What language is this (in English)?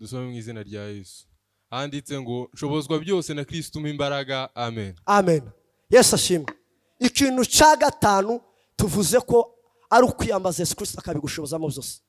Kinyarwanda